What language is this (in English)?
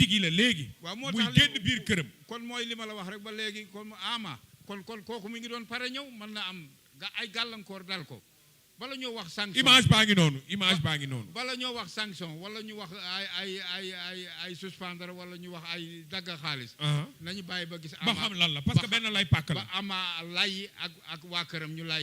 Wolof